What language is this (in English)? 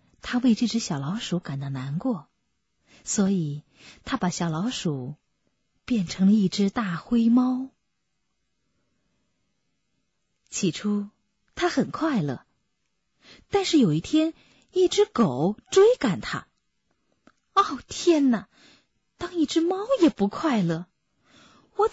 Chinese